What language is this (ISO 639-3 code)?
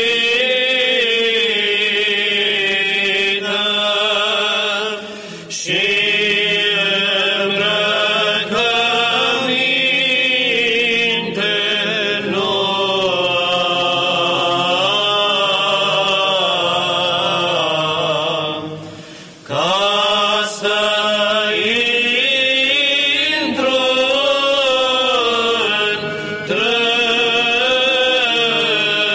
ron